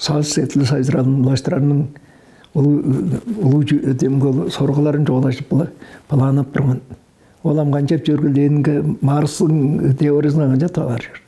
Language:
Tuvinian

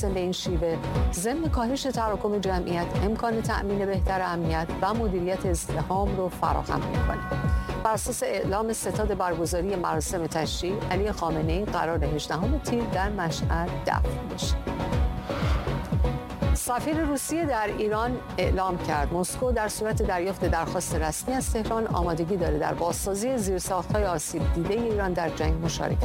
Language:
Persian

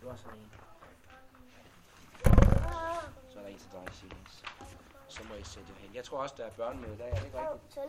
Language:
Danish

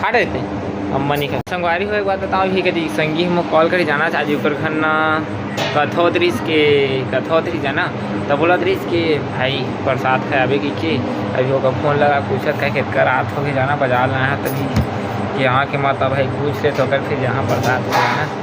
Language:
Chhattisgarhi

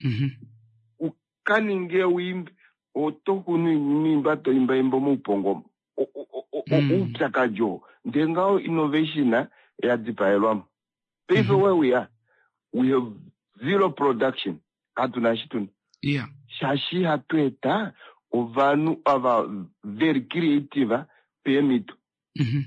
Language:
Kuanyama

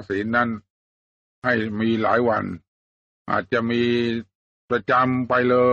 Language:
Thai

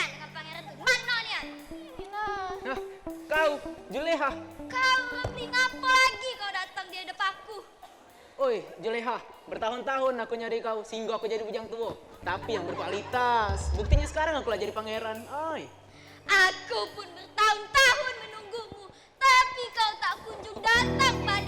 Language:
Musi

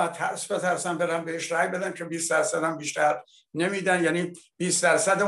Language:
Persian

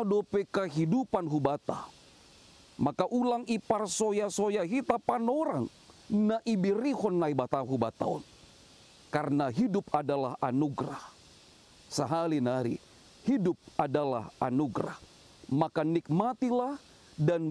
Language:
Batak Simalungun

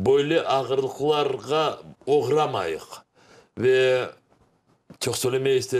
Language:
Crimean Tatar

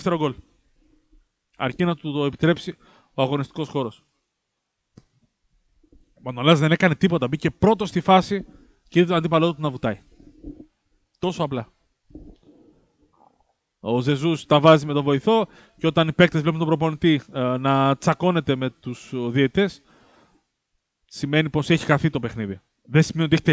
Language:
Greek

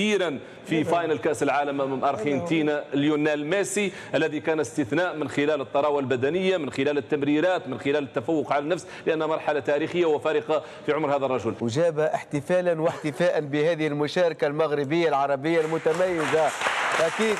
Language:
Tunisian Arabic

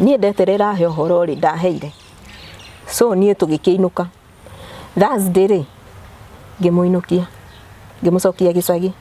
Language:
Kikuyu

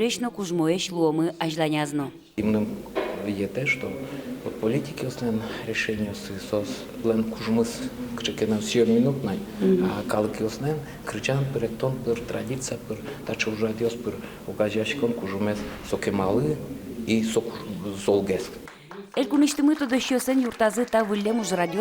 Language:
Udmurt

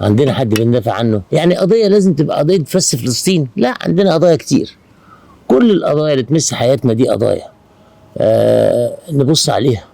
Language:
Egyptian Arabic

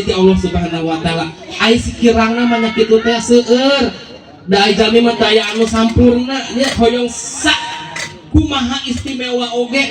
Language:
Sundanese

